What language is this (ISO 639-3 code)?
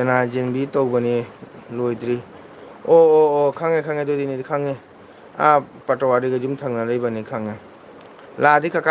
mni